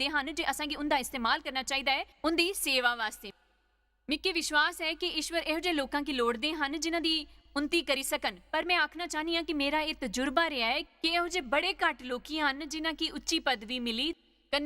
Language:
Dogri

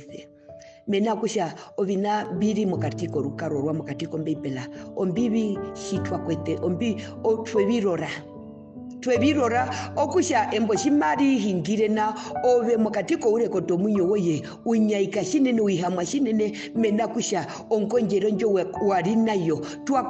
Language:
Herero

